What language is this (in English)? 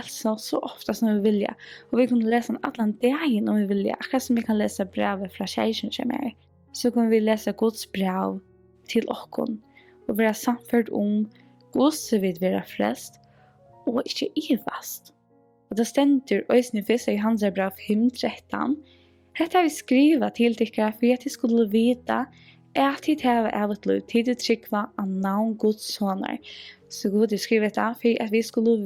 Faroese